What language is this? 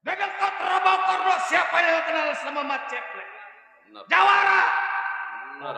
Betawi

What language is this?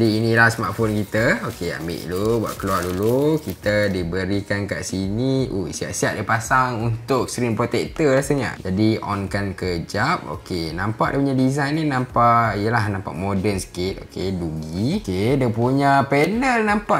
Malay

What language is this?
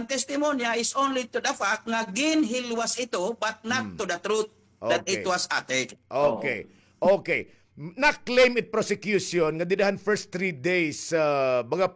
Waray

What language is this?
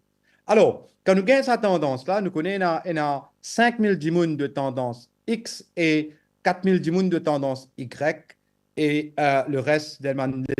Morisyen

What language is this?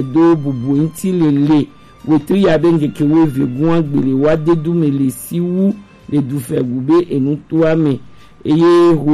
Gen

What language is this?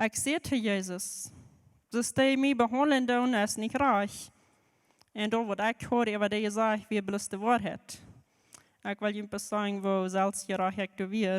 Plautdietsch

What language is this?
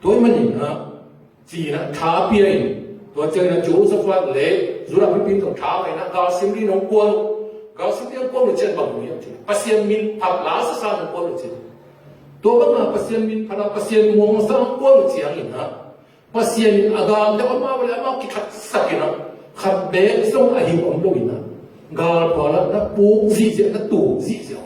Tedim Chin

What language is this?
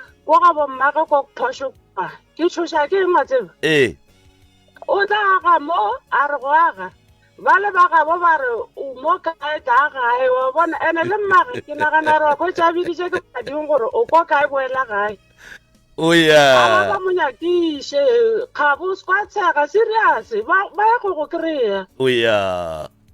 Northern Sotho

